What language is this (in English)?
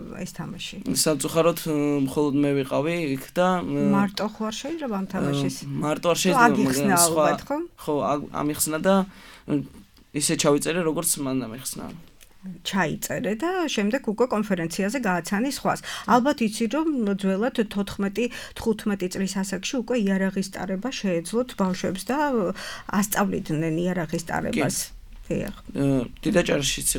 Georgian